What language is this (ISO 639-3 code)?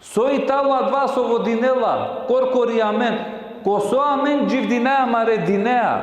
rmn